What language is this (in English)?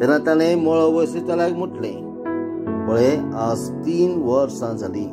Konkani